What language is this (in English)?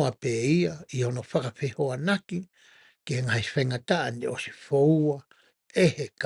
Tongan